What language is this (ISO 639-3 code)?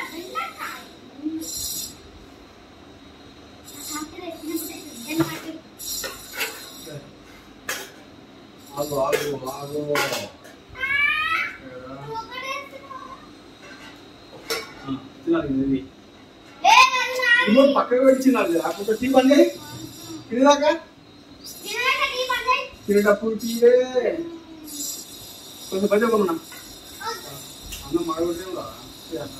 tel